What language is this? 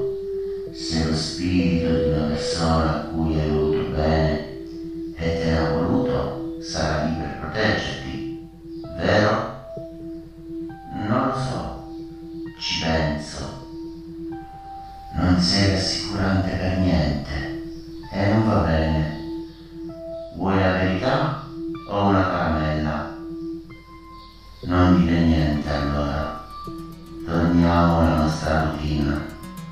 Italian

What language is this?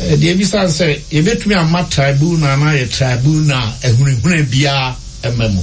Akan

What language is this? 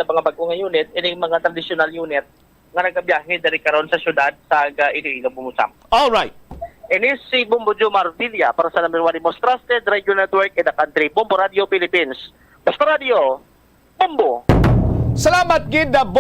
Hiligaynon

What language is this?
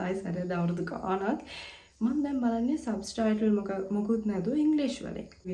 Sinhala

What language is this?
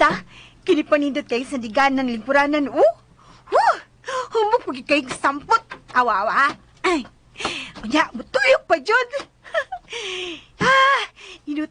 Cebuano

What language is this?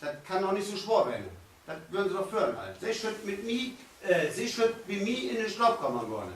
Low German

